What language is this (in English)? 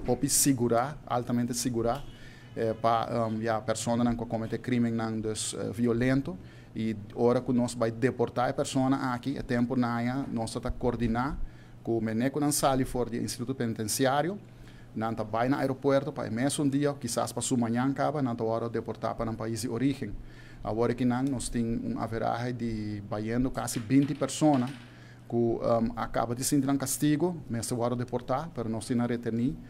Papiamento